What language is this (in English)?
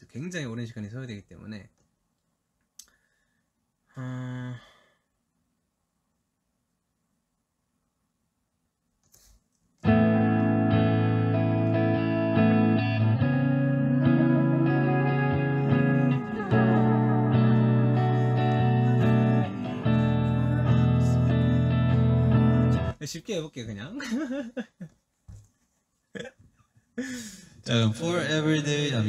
Korean